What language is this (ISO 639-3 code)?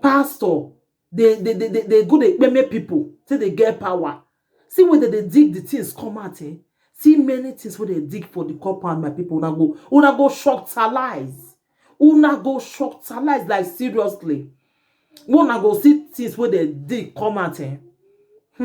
pcm